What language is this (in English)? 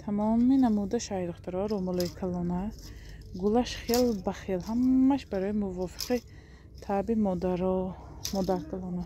Tajik